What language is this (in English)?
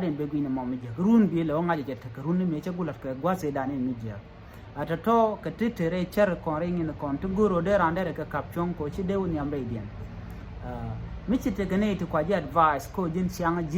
Nuer